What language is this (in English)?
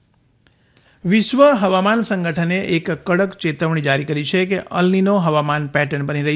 Gujarati